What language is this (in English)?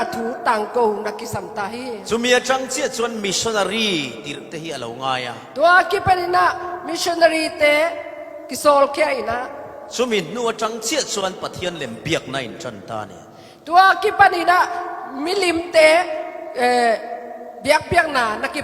Falam Chin